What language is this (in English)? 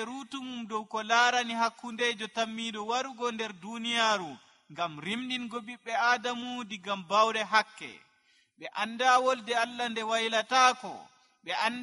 Nigerian Fulfulde